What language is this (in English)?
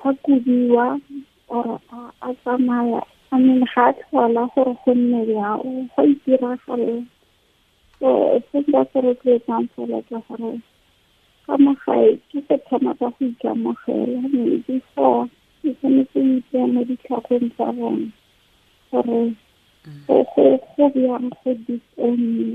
Tswana